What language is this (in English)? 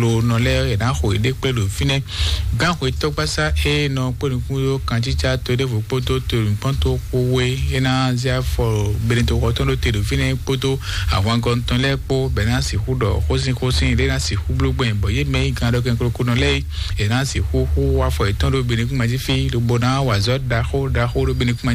Fon